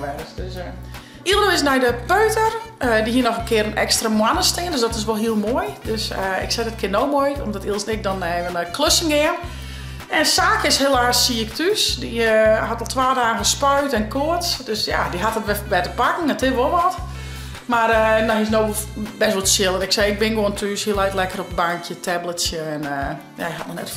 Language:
Western Frisian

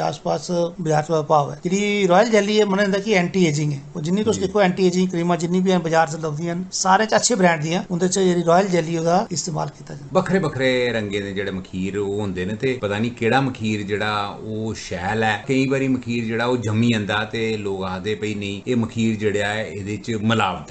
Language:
Dogri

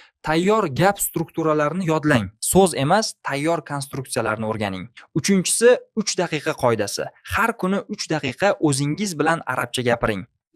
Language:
Uzbek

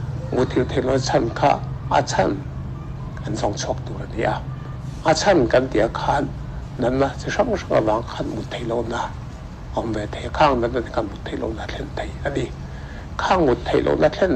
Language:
Mizo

